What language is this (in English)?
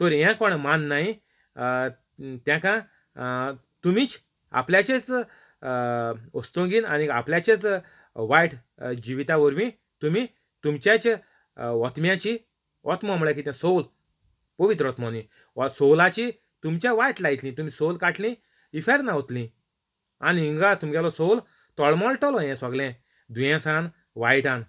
Konkani